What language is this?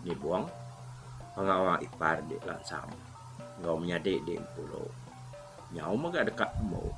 Iban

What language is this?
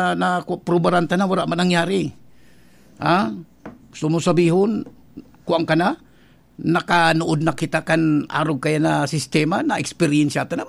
Bikol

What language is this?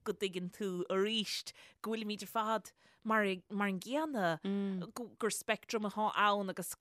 Irish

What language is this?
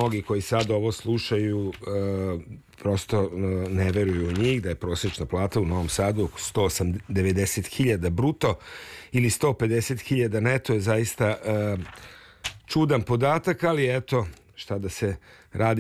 Serbian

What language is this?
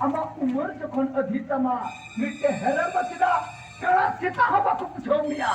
Santali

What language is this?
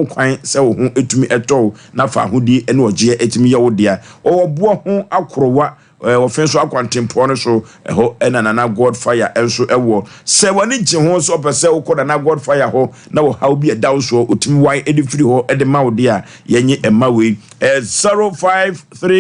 Akan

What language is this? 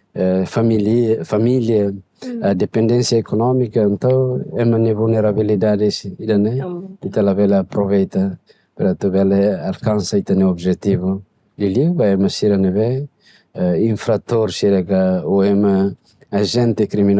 Tetum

